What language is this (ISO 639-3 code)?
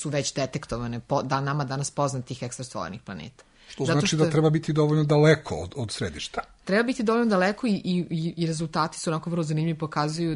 srp